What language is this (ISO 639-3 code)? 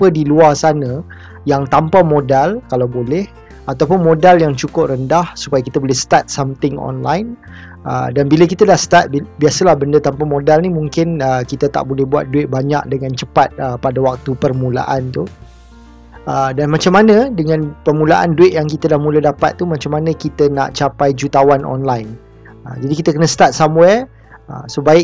msa